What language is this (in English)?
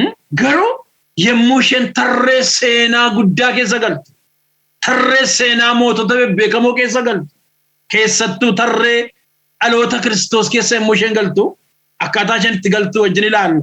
Oromo